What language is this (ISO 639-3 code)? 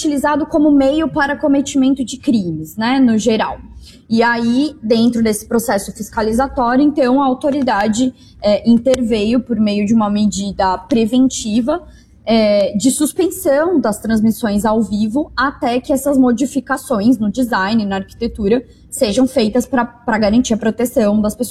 por